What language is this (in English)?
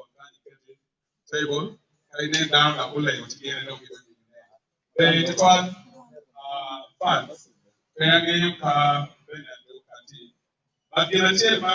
Acoli